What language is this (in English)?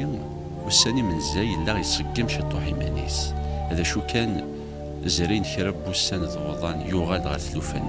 Kabyle